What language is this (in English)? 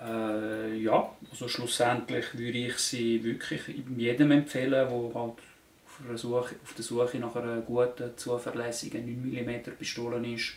Swiss German